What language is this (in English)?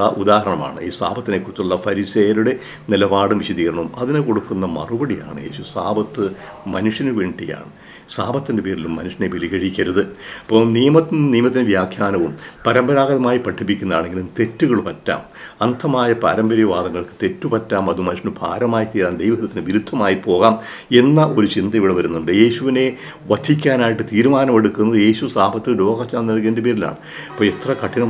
Malayalam